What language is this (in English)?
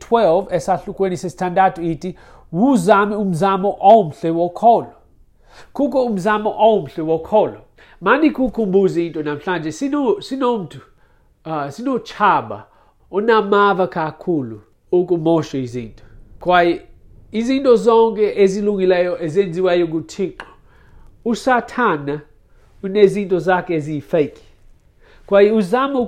Xhosa